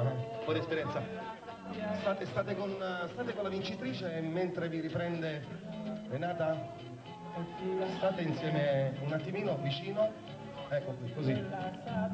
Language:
Italian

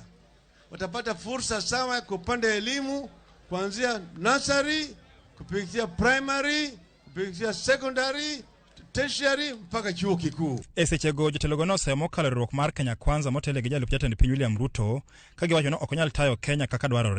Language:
Luo (Kenya and Tanzania)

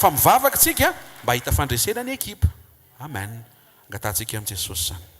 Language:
Malagasy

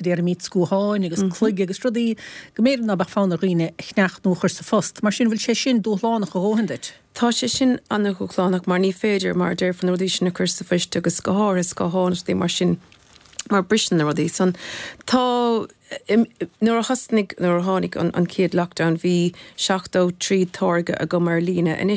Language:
Irish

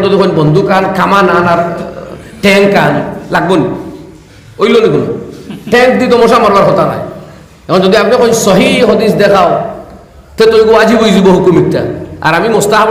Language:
Sylheti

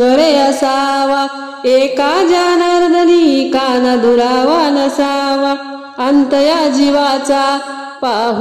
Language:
Marathi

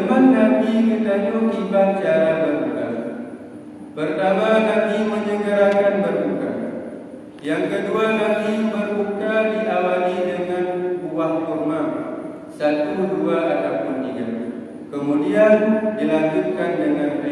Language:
Achinese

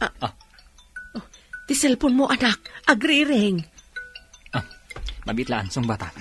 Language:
Iloko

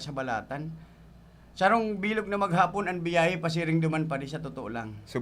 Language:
Bikol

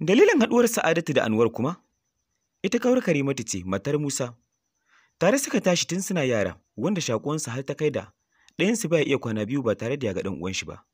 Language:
Hausa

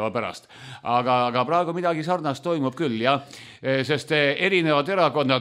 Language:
Estonian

